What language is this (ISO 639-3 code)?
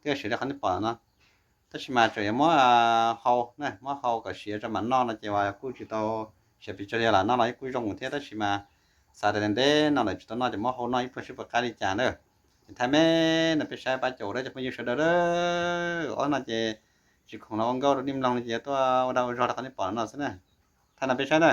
hmn